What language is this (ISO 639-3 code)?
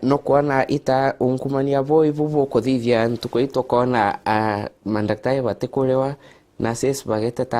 mer